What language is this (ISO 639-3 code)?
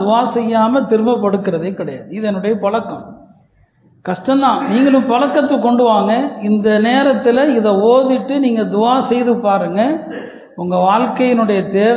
tam